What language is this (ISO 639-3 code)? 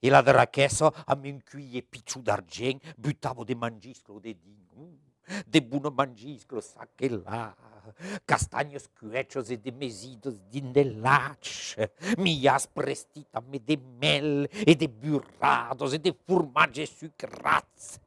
oci